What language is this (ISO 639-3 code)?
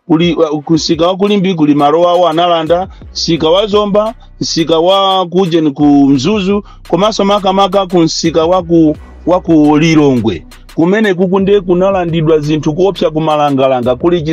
nya